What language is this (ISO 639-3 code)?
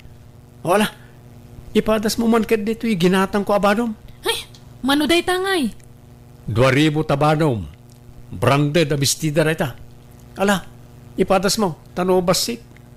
ilo